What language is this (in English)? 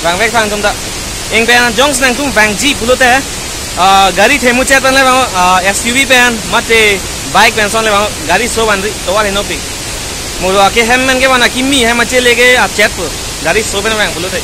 Karbi